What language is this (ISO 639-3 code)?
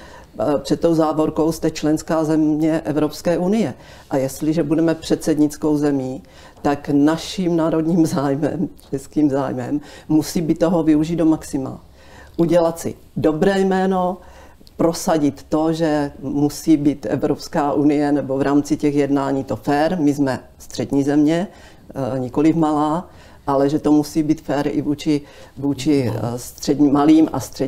ces